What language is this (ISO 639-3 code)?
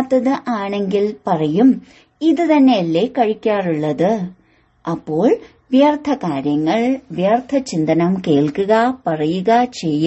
mal